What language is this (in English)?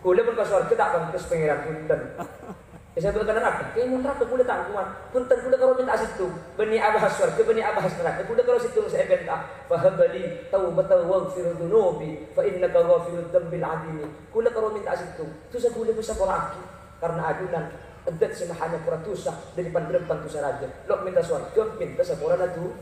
Madurese